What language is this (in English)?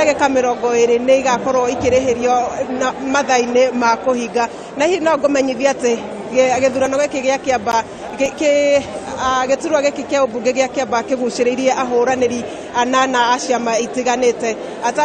Kikuyu